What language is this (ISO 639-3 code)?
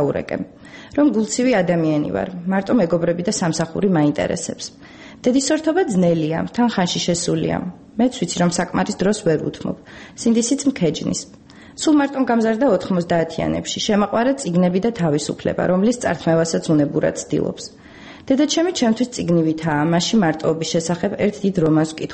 kat